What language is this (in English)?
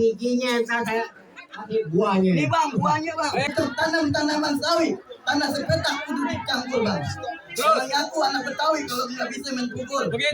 Betawi